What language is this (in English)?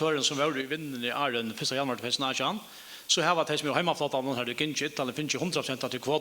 Faroese